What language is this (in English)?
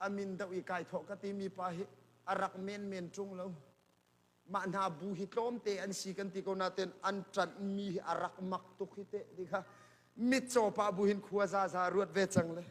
Hakha Chin